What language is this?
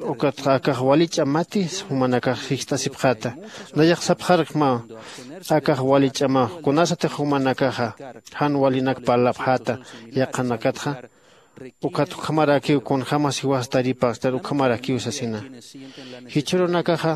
Aymara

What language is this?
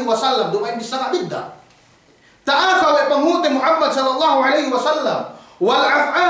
Yakan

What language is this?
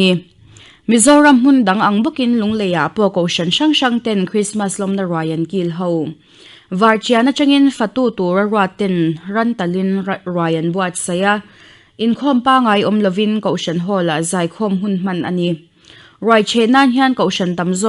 Mizo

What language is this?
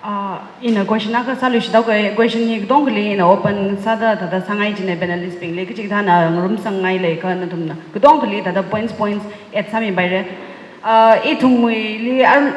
Tangkhul Naga (India)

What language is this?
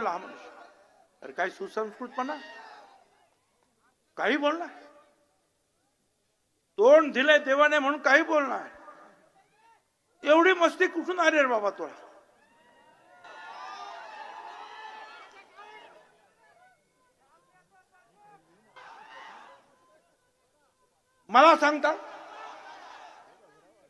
Marathi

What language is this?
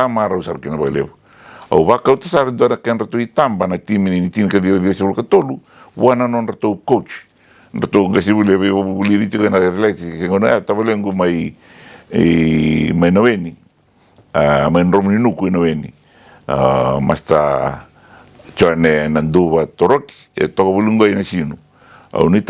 Fijian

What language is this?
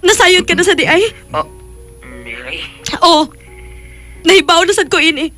Cebuano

